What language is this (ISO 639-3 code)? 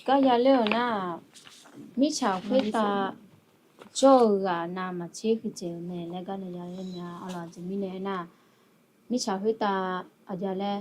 ahk